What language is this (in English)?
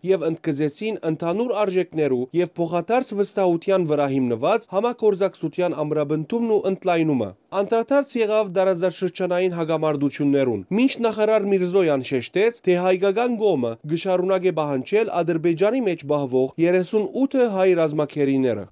Western Armenian